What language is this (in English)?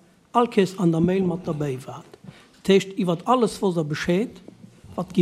Luxembourgish